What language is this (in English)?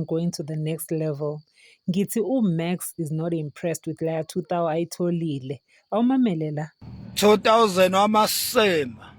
Zulu